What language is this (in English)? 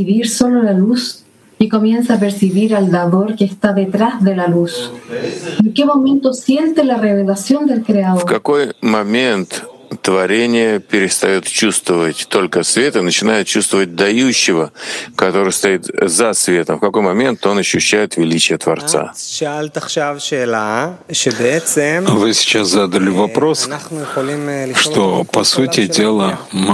Russian